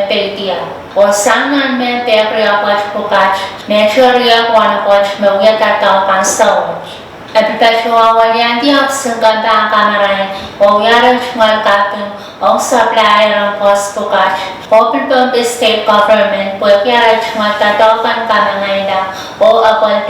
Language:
Pohnpeian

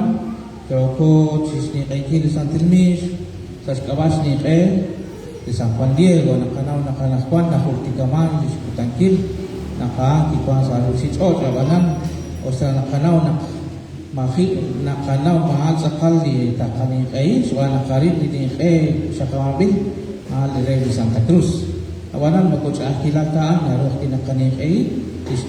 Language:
Kekchí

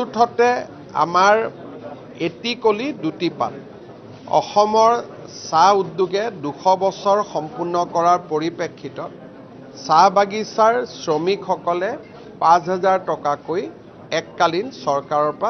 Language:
Assamese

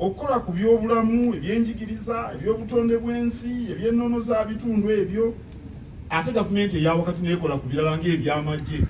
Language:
Ganda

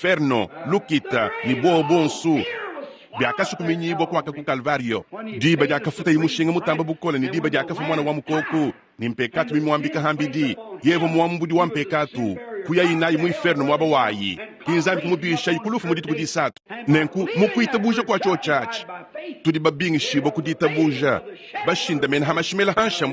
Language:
Luba-Lulua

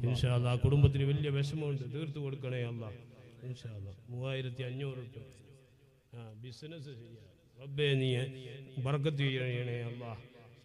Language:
Malayalam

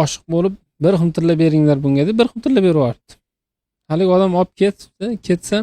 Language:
Uzbek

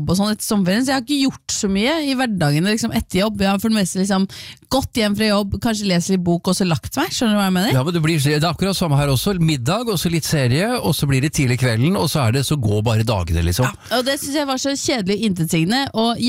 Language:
Norwegian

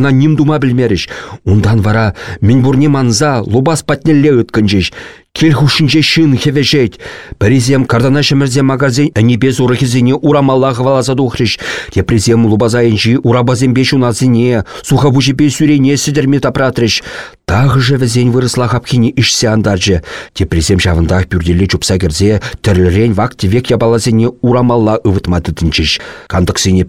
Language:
Chuvash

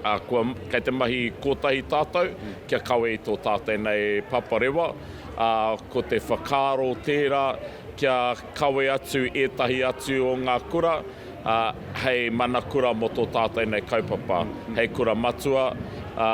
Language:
Māori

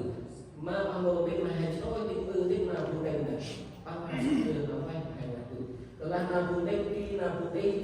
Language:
Central Mnong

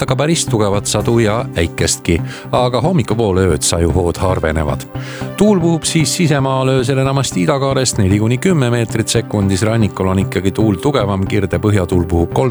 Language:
Estonian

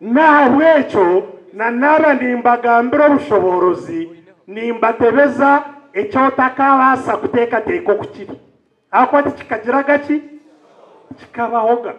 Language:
Nyankole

